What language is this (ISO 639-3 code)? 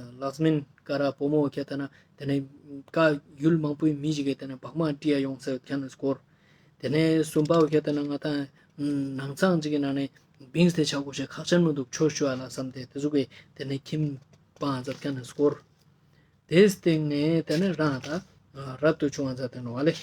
lbj